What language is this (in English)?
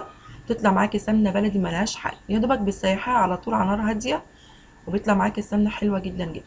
Egyptian Arabic